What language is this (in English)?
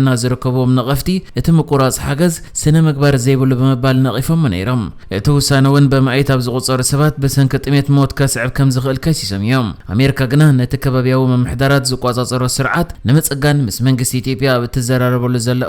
Tigrinya